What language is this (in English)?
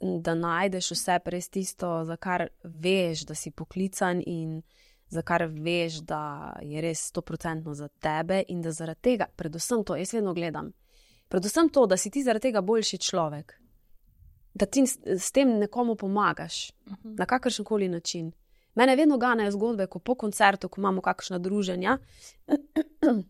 Slovenian